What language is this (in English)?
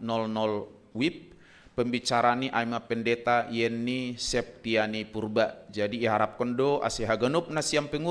Batak Simalungun